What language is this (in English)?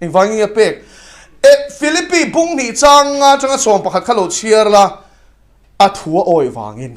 Mizo